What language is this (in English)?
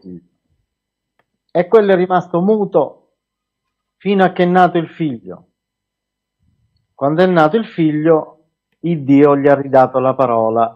Italian